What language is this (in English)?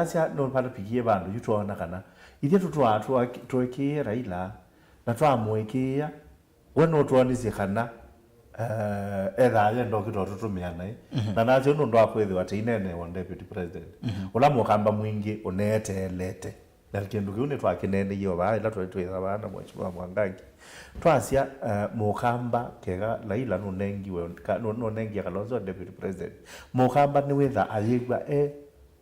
Kamba